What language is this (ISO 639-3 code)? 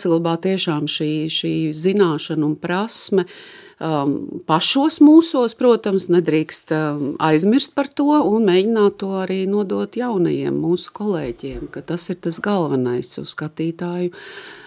lav